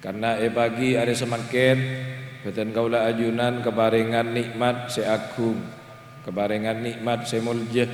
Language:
Madurese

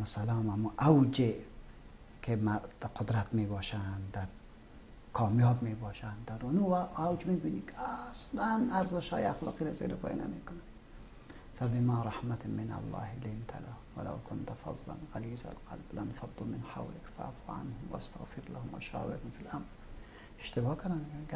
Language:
Persian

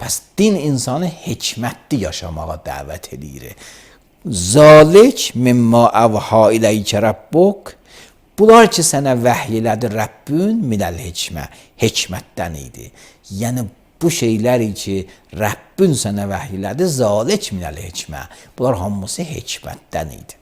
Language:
Azerbaijani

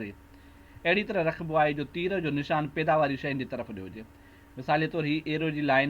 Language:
Sindhi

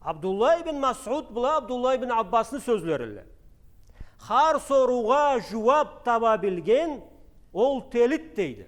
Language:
Karachay-Balkar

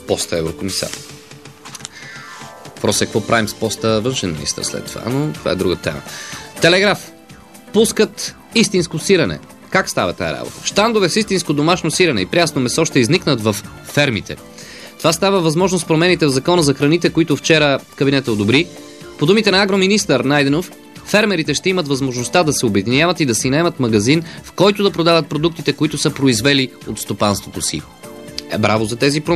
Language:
Bulgarian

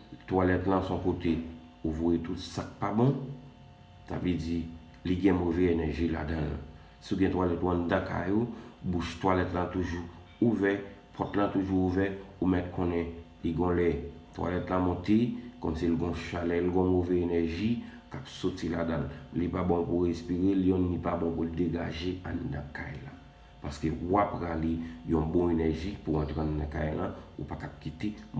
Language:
Haitian Creole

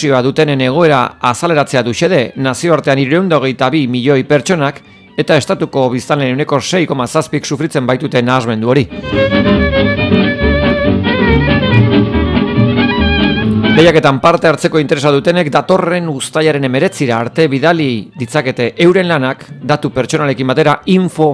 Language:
Basque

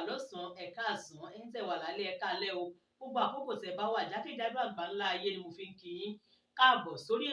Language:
Yoruba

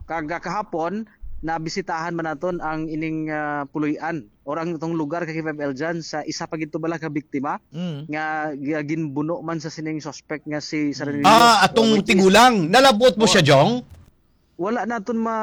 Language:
Hiligaynon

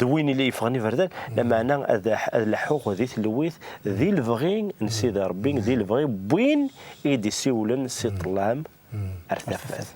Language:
Kabyle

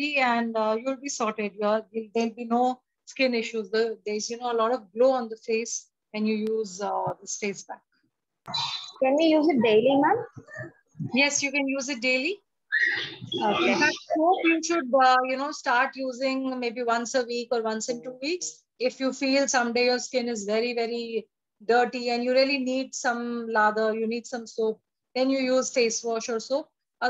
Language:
English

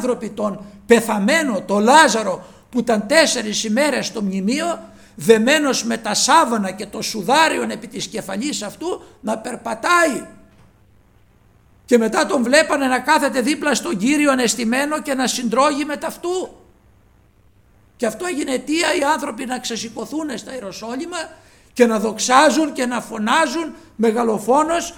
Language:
Greek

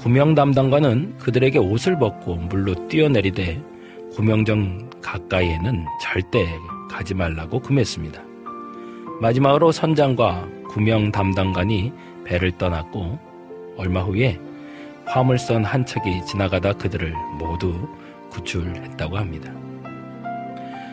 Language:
Korean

